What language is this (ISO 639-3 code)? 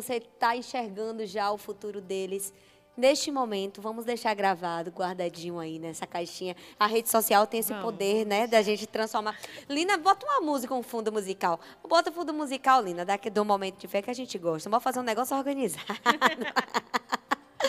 por